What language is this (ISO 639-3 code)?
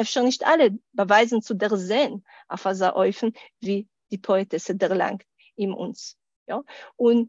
yid